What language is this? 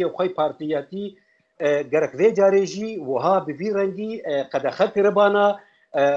Kurdish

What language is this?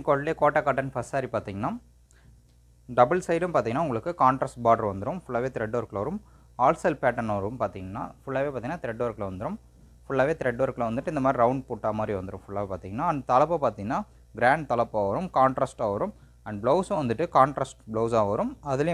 Tamil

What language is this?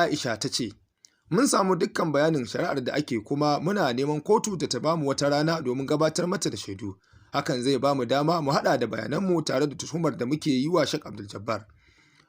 Hausa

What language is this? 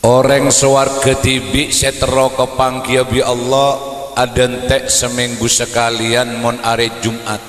Madurese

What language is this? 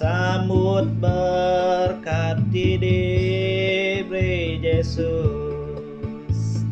Iban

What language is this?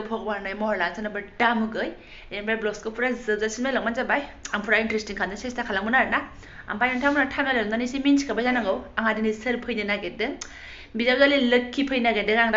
Bodo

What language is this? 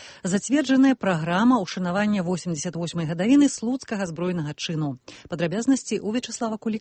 Belarusian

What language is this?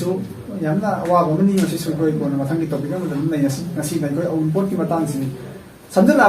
Manipuri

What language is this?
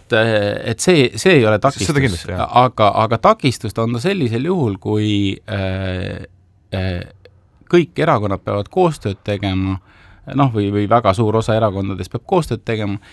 Estonian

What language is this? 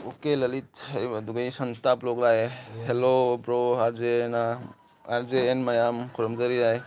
Manipuri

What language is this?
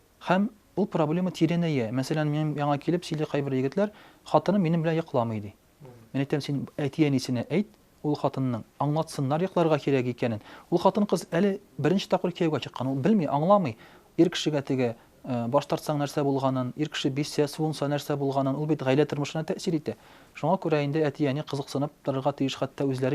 Tatar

